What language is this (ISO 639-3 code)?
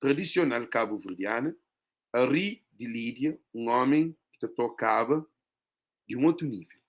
kea